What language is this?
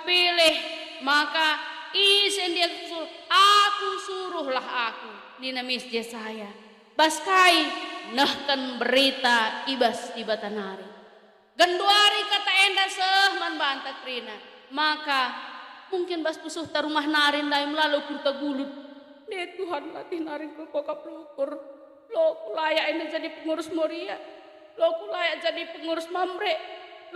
Batak Karo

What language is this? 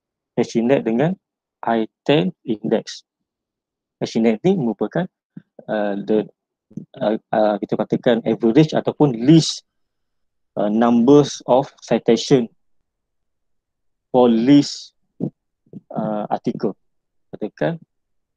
Malay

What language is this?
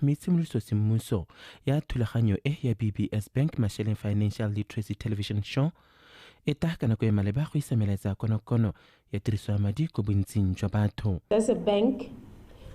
Tswana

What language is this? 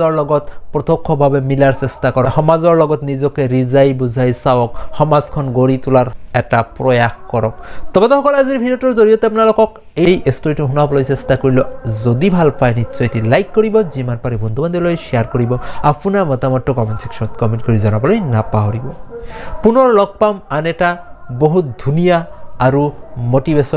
Assamese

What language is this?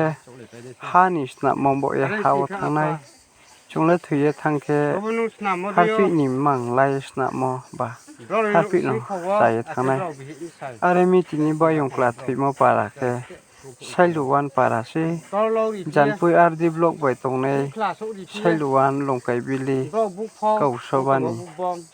Riang (India)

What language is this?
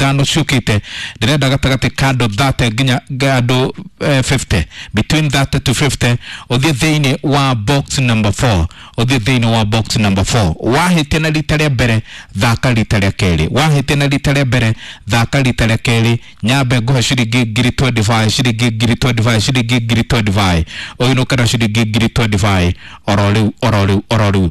Kikuyu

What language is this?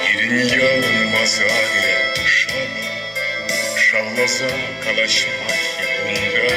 Chuvash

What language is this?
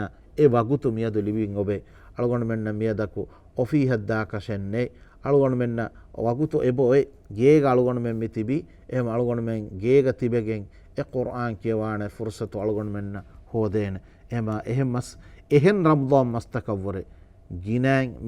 Divehi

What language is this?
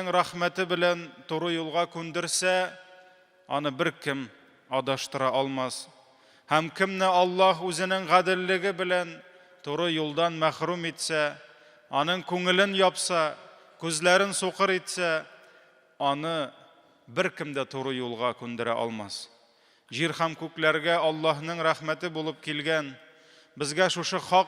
Tatar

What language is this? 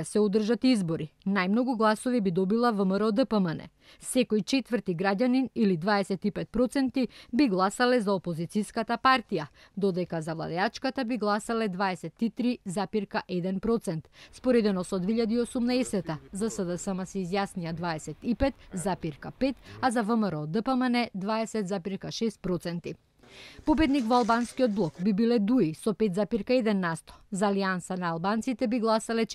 Macedonian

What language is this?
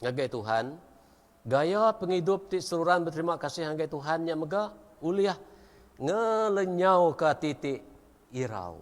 Iban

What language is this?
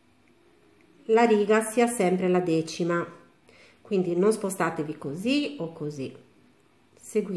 Italian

